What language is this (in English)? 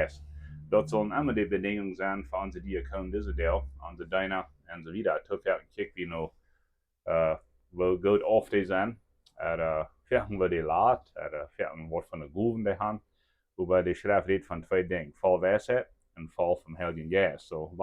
Plautdietsch